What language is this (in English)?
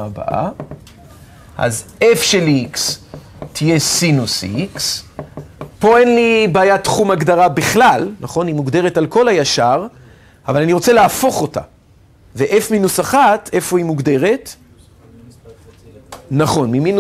Hebrew